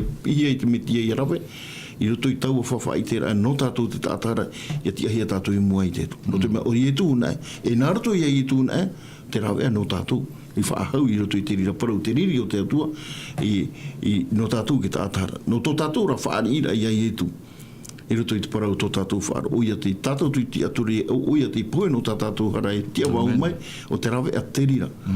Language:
Tahitian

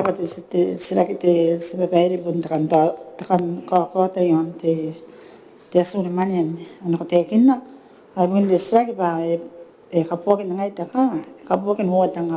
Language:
Gilbertese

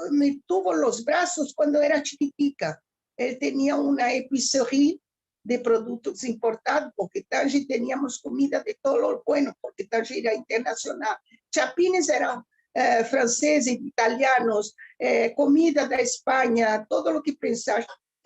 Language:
Ladino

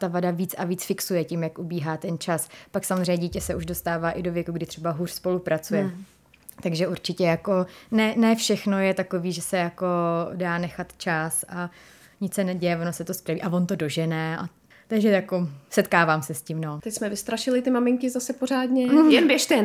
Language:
Czech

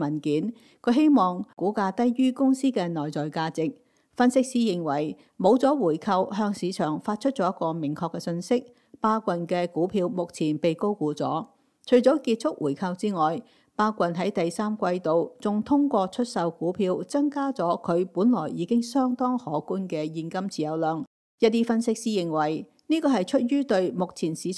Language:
Cantonese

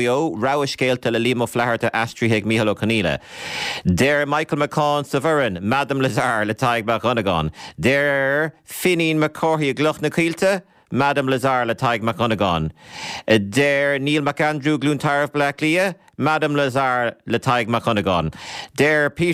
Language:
Irish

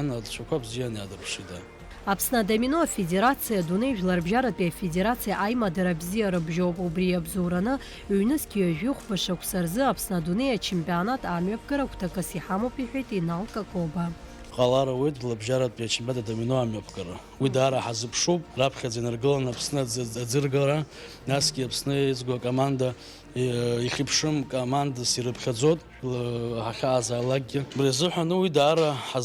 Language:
Abkhazian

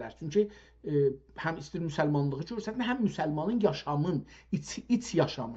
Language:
South Azerbaijani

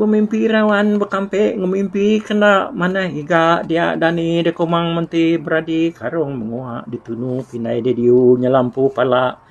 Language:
Iban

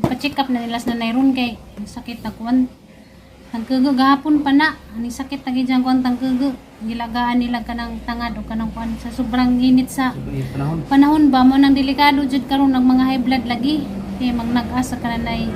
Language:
Cebuano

